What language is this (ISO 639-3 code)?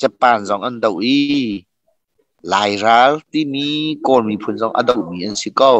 cnh